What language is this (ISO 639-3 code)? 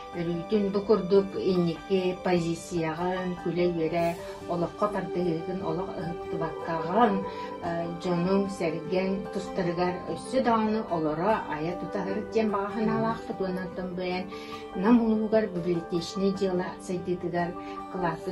sah